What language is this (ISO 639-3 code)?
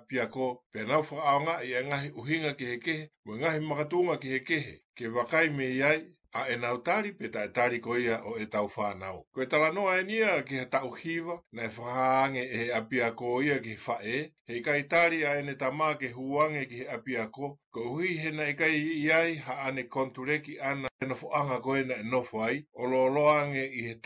ton